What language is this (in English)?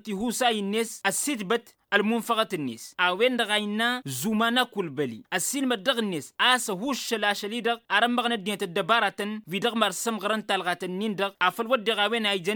Tamasheq